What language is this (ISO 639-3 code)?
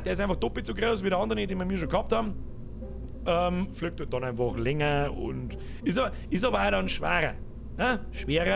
bar